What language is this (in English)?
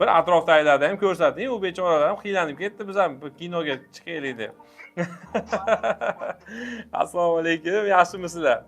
Uzbek